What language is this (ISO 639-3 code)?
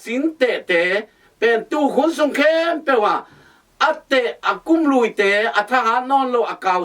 ctd